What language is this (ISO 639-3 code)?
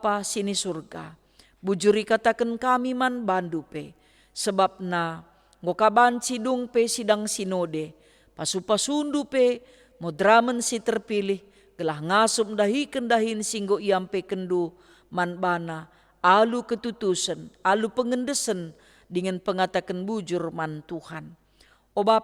btx